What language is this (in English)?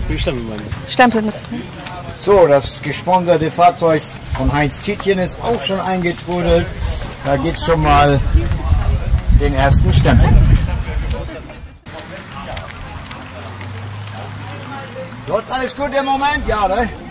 German